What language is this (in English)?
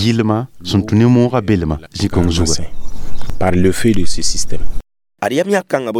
Mossi